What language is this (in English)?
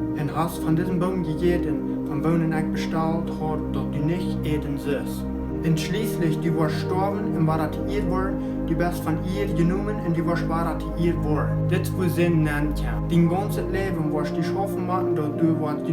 Plautdietsch